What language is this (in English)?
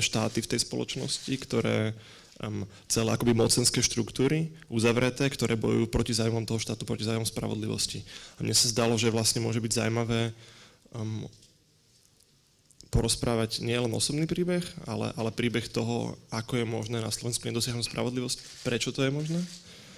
Slovak